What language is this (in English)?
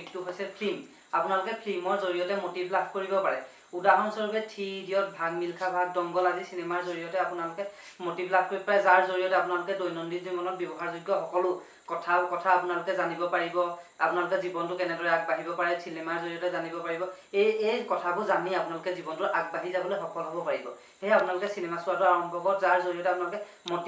Assamese